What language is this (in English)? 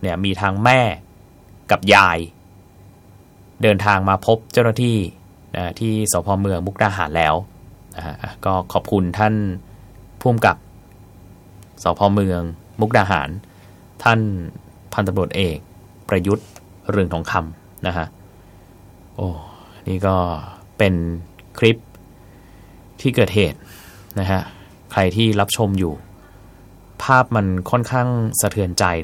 Thai